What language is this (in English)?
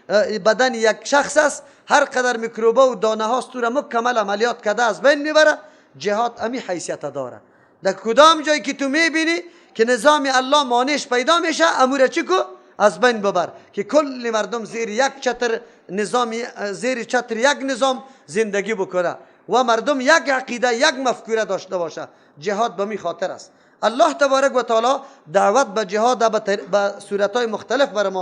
Persian